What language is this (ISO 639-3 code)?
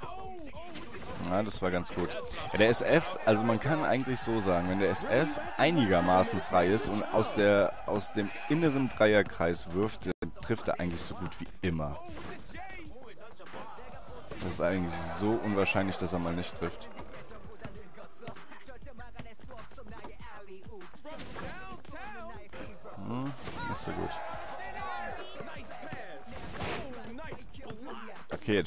deu